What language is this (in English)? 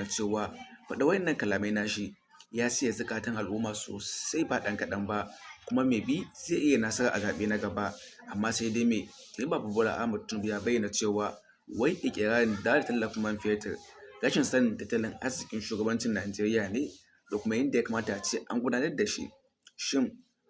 Hausa